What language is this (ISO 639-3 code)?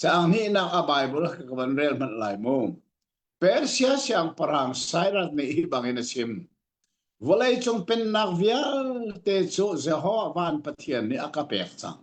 cnh